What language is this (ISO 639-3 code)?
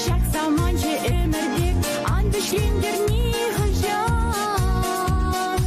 chv